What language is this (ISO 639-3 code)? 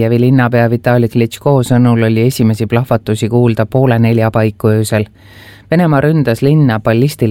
est